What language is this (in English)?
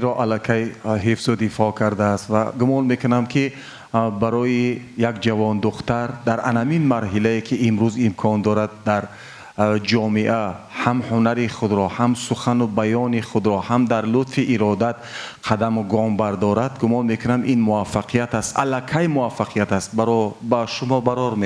Tajik